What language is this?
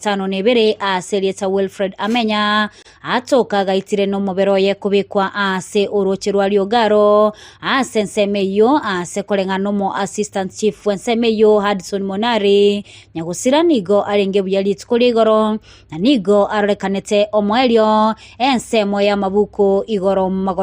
Gusii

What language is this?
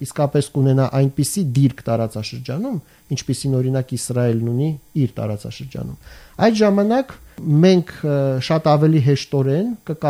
Armenian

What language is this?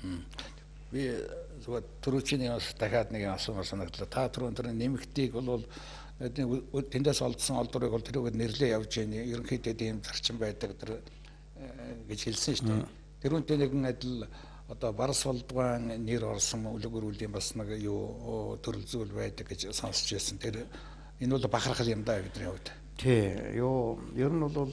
Mongolian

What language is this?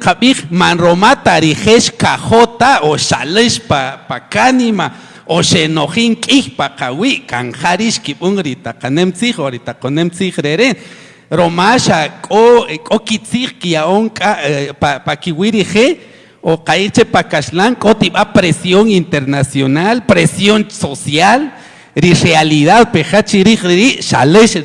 Kaqchikel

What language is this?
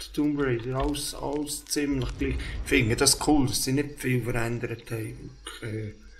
Swiss German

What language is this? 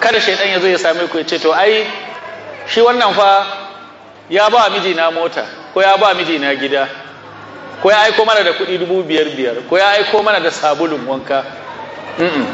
Hausa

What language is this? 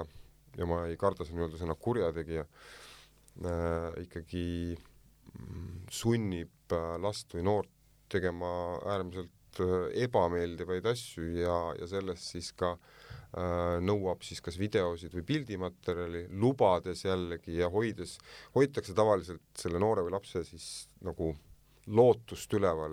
Estonian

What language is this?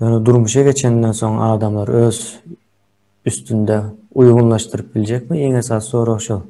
Turkmen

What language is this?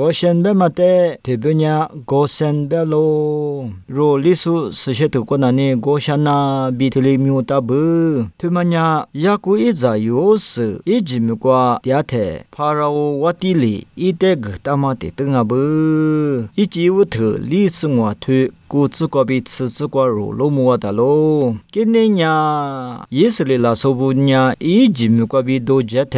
Lisu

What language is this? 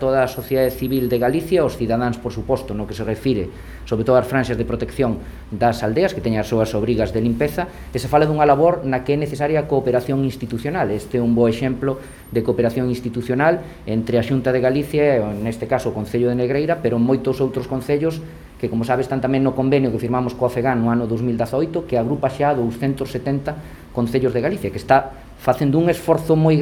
Galician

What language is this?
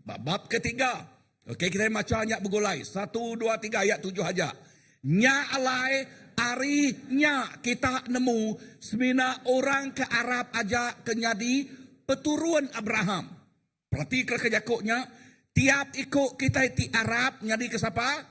Iban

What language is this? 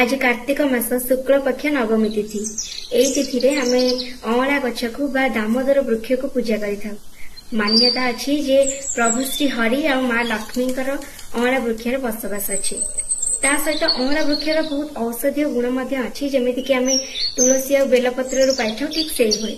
Odia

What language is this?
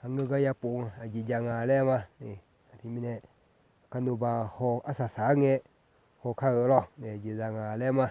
Akha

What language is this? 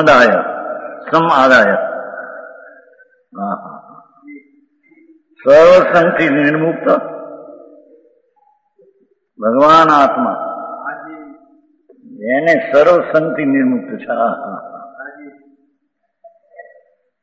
Gujarati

